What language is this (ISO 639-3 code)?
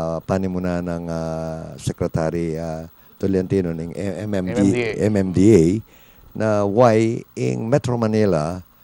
pam